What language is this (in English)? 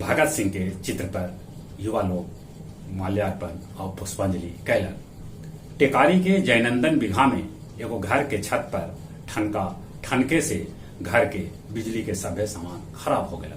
Magahi